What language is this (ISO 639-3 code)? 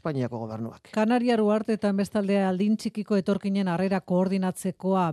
eus